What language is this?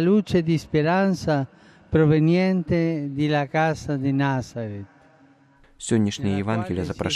Belarusian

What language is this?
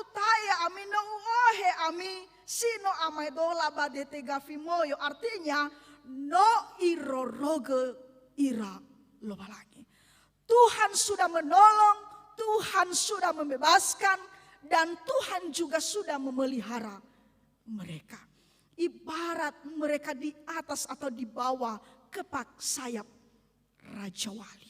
Nias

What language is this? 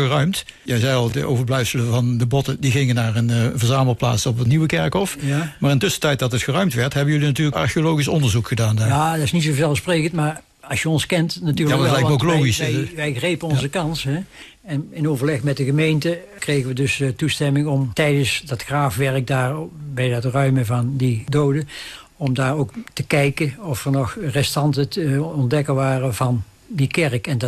Dutch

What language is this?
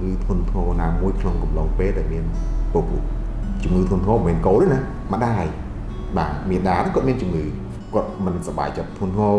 Khmer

